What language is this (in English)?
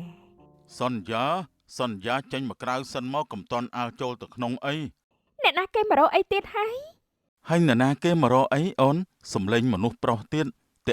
Khmer